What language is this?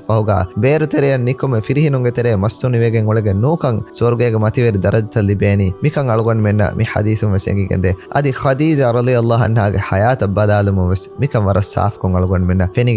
Divehi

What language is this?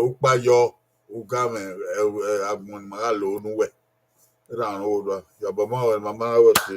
Bini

